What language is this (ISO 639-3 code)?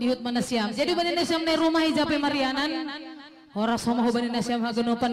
bts